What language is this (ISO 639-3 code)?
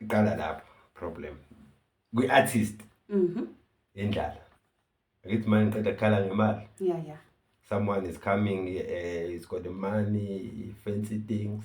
zul